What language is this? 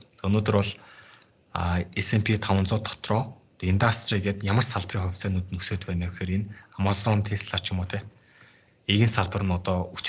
Mongolian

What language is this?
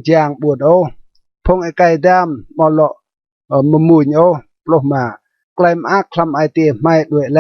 Rade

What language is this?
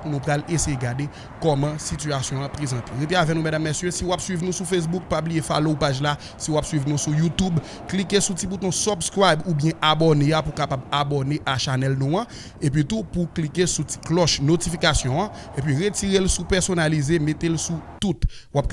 Haitian Creole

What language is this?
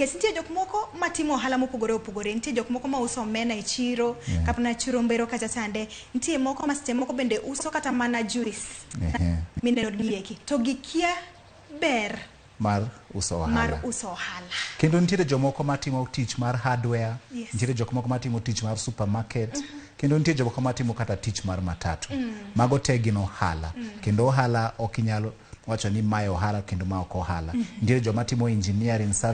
Luo (Kenya and Tanzania)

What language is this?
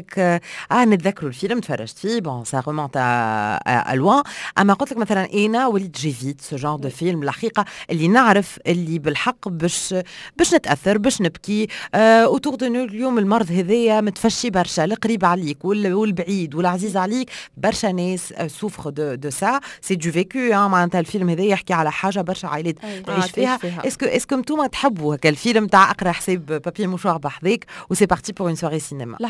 Tunisian Arabic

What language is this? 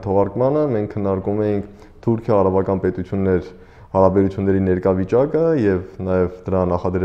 Armenian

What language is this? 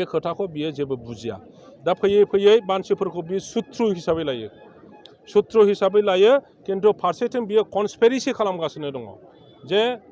Bodo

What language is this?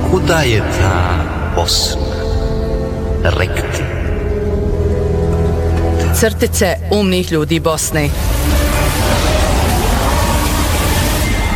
Bosnian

